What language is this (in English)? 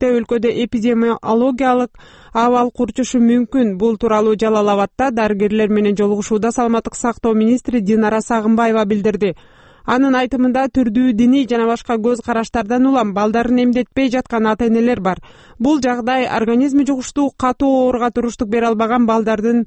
Kyrgyz